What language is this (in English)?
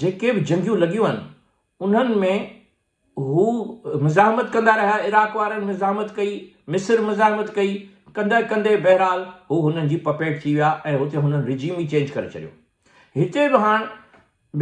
Sindhi